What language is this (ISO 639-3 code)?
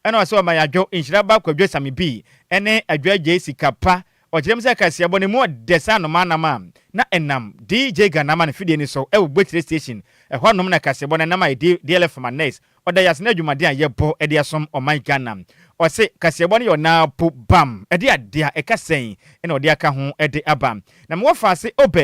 aka